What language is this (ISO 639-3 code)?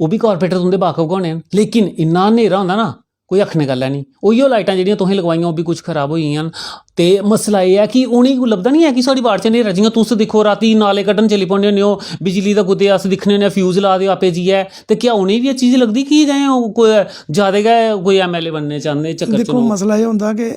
doi